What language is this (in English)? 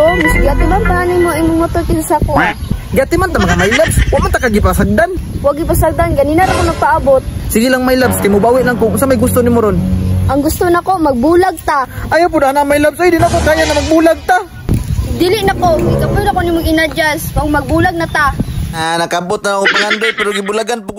Cebuano